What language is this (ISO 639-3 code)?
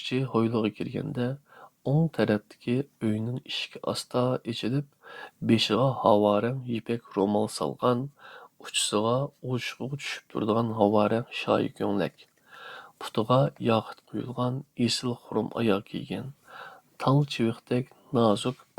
uig